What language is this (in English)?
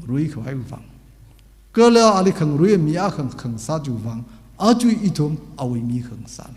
Tangkhul Naga (India)